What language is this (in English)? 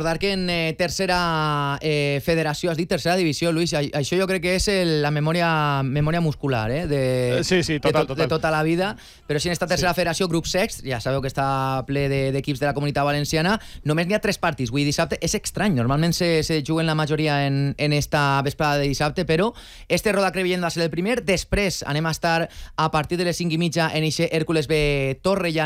Catalan